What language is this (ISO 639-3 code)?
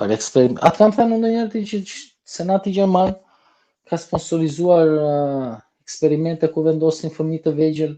sqi